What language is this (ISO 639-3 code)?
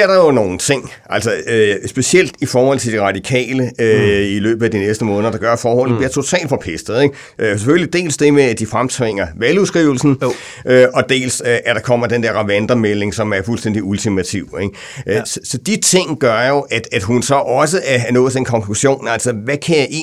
dan